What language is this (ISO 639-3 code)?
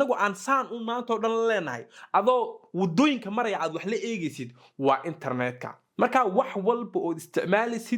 som